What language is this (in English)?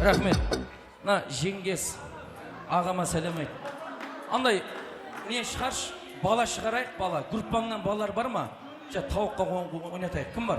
Kara-Kalpak